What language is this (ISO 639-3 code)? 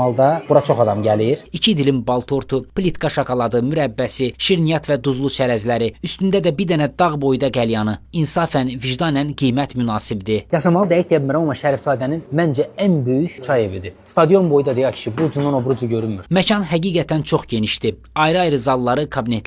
aze